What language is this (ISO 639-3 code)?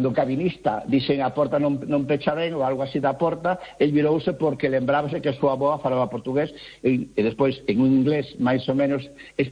glg